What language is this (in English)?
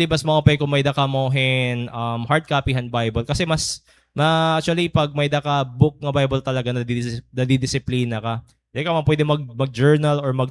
Waray